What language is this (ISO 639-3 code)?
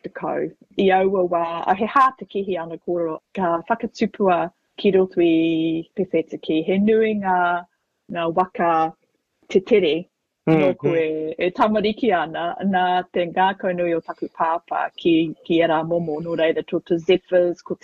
mri